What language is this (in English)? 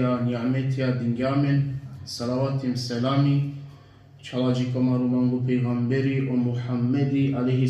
Balkan Romani